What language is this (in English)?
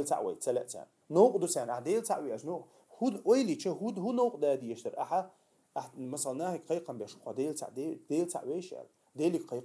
Chechen